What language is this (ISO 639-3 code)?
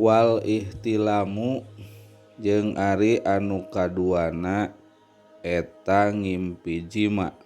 sun